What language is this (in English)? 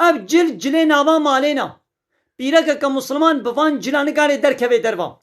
Kurdish